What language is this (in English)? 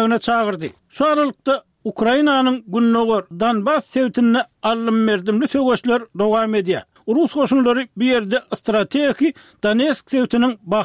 Turkmen